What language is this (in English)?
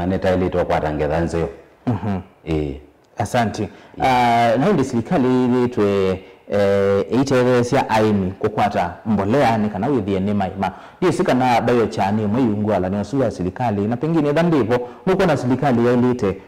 Kamba